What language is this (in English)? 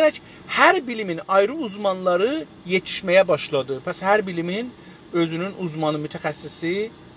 South Azerbaijani